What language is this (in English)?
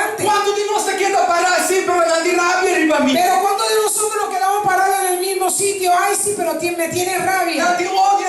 Papiamento